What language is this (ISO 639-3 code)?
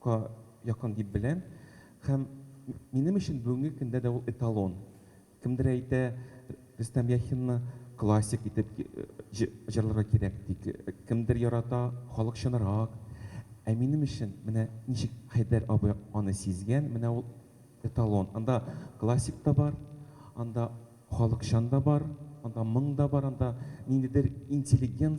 tat